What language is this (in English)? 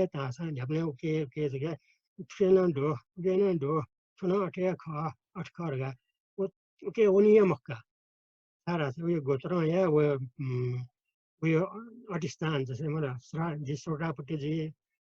Newari